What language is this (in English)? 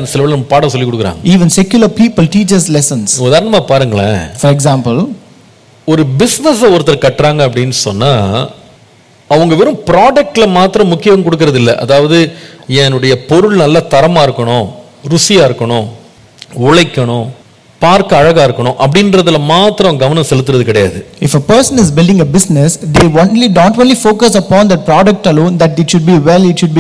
Tamil